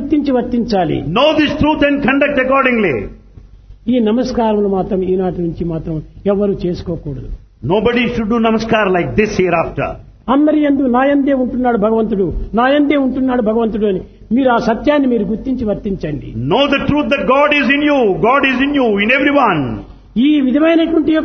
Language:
Telugu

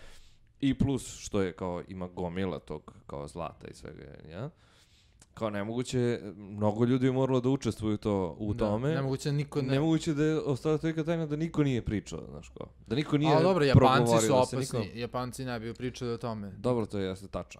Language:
Serbian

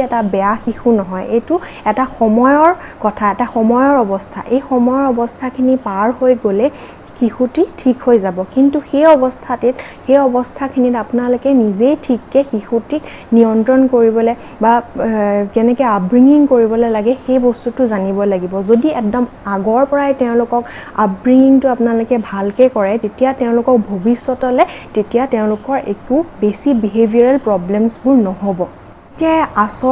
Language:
Assamese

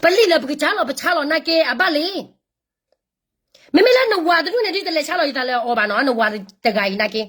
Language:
S'gaw Karen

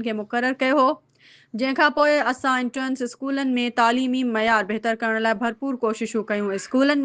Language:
Sindhi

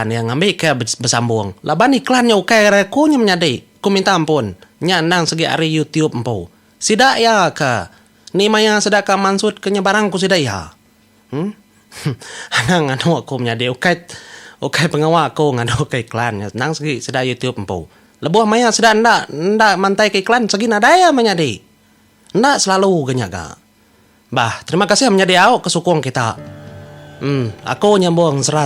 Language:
Iban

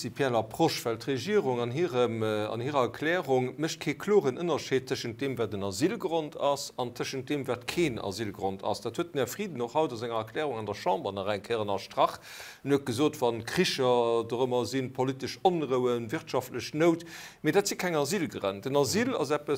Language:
Luxembourgish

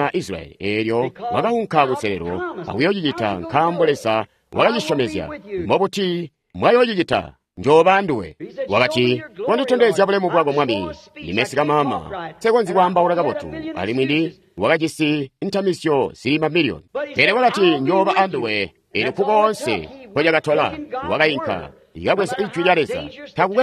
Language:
Tonga (Zambia)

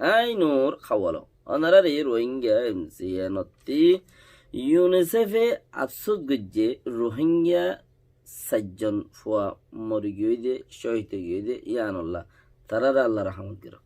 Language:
Rohingya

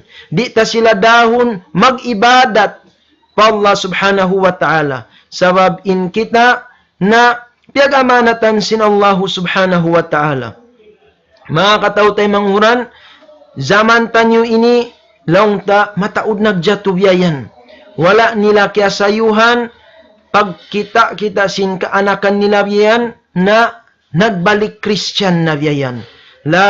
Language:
Tausug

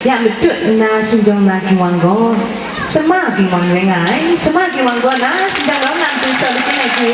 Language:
Kachin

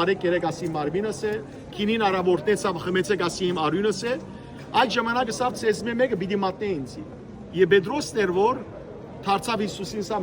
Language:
Western Armenian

